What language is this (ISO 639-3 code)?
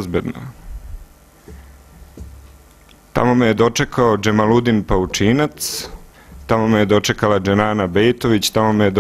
srp